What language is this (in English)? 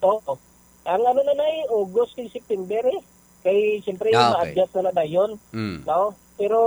Hiligaynon